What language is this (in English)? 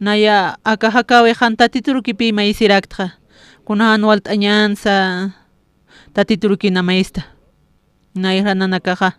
Aymara